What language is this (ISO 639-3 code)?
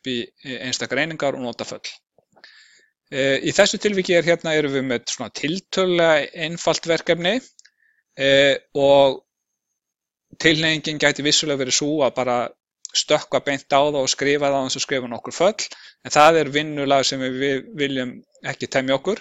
isl